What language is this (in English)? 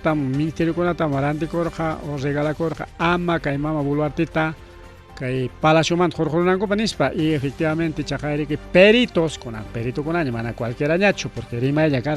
Ayacucho Quechua